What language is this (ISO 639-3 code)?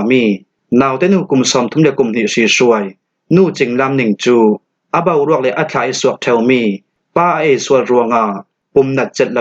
cfm